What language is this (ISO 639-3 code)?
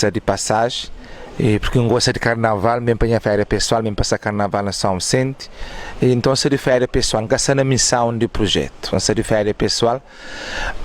kea